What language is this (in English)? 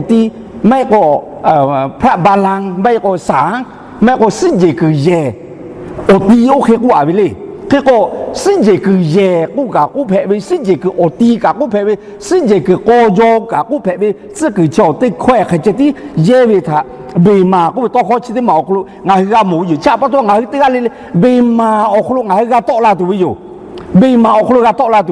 Lahu